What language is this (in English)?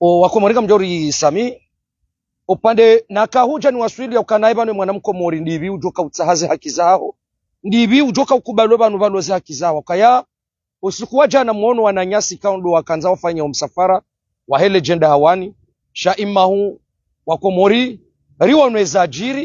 Ngazidja Comorian